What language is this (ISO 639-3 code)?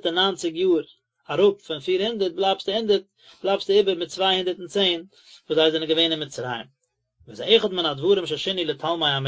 yid